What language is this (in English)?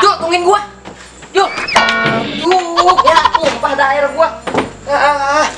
Betawi